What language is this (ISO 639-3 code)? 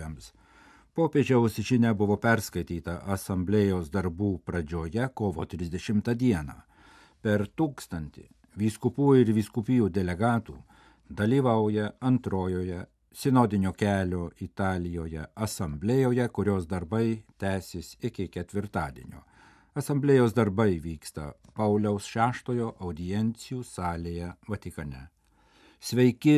lit